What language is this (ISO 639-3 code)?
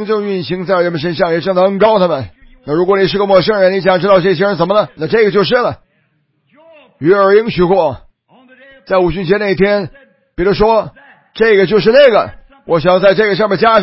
zho